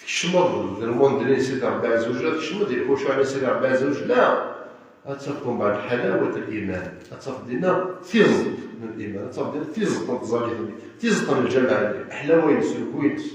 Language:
Kabyle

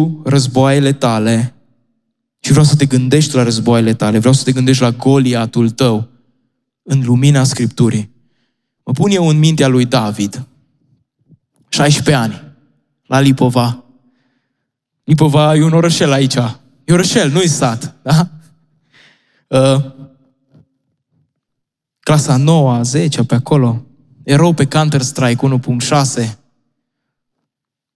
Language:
Romanian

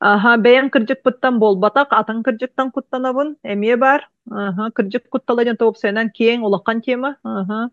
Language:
Yakut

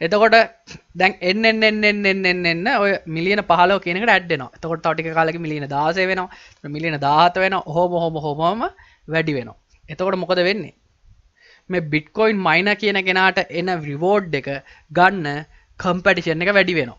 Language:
Sinhala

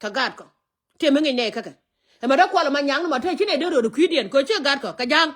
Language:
Nuer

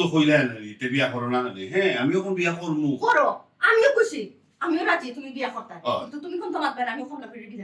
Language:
Sylheti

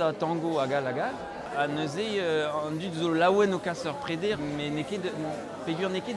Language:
Breton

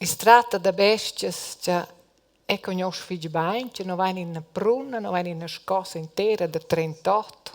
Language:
Romansh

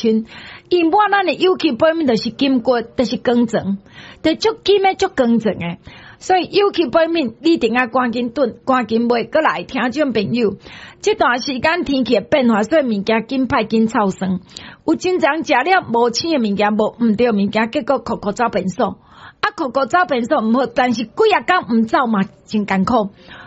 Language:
Min Nan Chinese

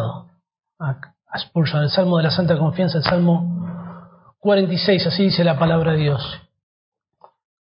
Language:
Spanish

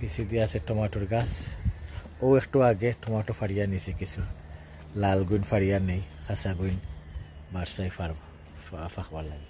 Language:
Sylheti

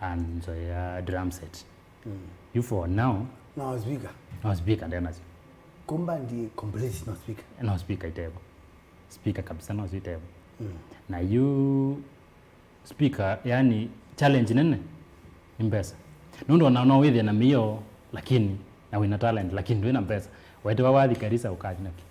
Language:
Kamba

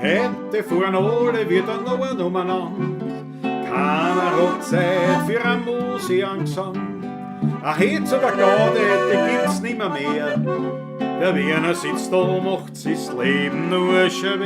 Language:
Bavarian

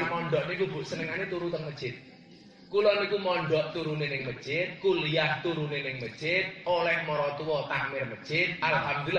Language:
Javanese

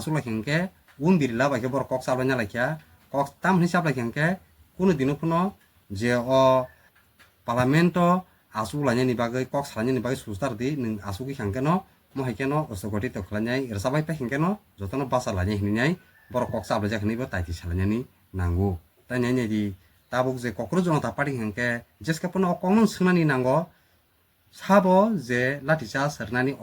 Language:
Kok Borok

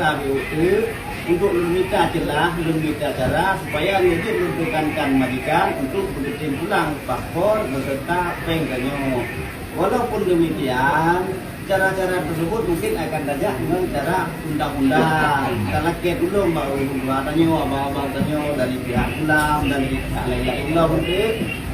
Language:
Achinese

